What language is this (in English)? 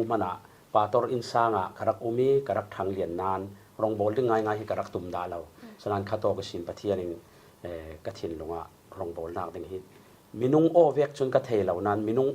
Falam Chin